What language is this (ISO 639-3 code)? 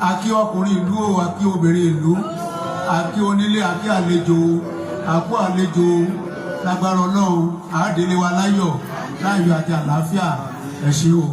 yor